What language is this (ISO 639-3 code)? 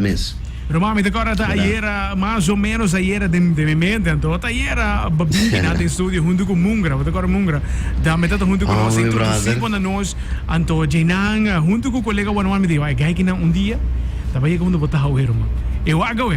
pap